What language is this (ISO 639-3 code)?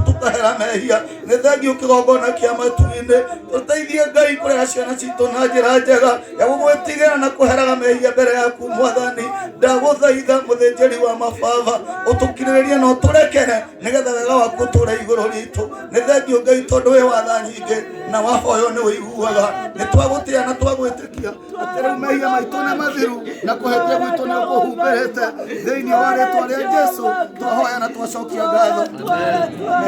kik